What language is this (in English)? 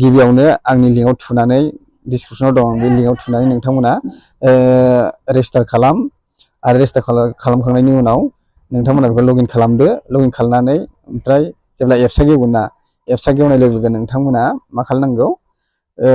Bodo